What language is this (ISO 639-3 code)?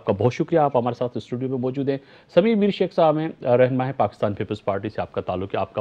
urd